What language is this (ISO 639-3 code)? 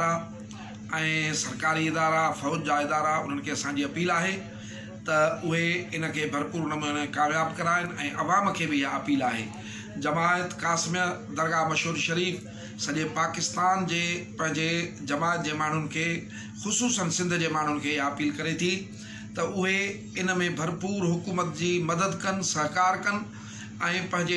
snd